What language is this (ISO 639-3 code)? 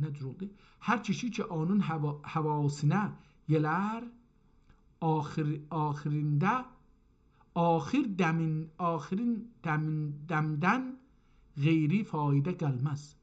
azb